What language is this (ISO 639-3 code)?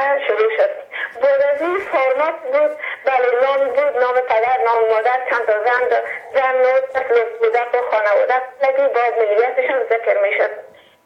fas